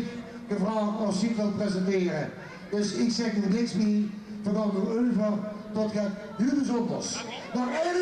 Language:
Limburgish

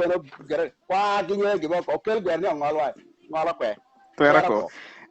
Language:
Acoli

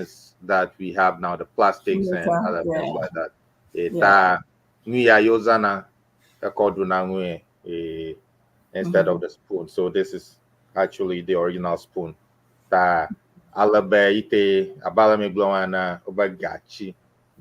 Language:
Ewe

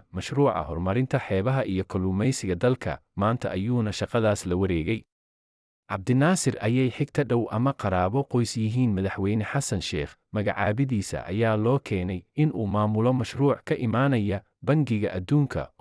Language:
Somali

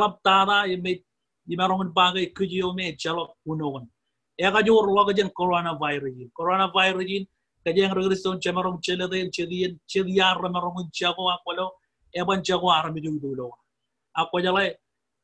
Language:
Marshallese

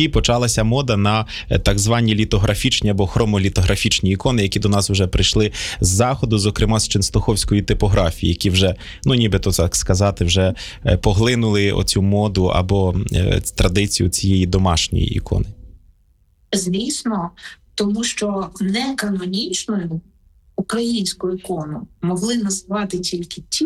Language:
Ukrainian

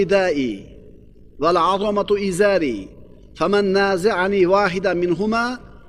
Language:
Uzbek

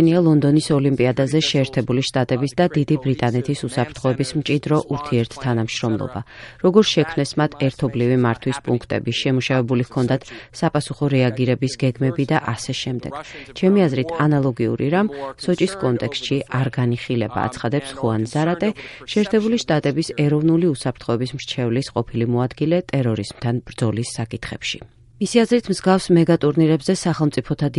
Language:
Georgian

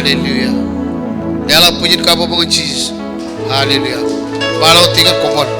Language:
Marshallese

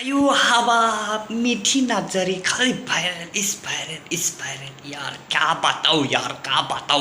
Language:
Bodo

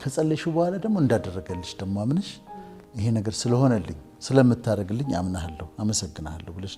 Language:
Amharic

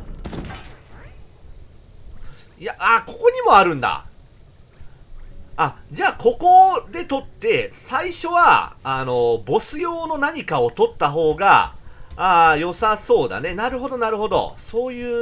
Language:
Japanese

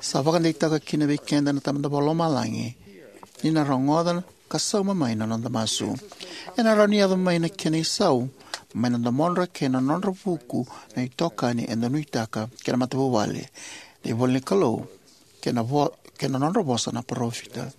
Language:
Fijian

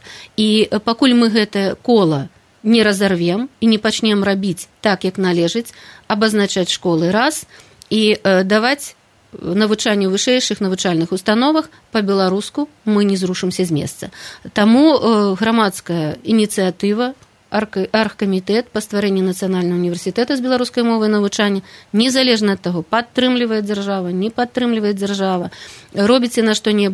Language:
Belarusian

